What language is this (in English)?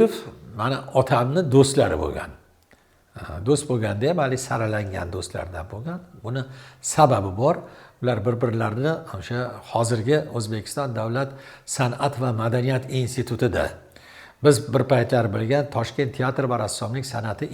Uzbek